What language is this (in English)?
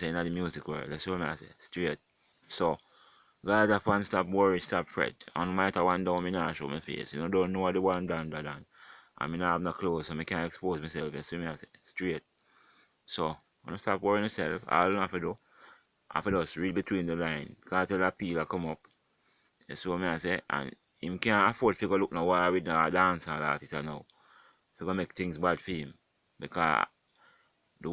Jamaican Creole English